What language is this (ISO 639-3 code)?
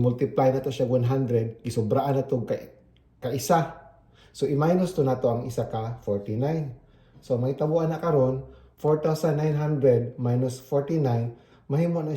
ceb